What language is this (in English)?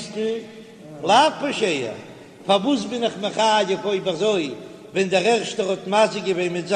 Yiddish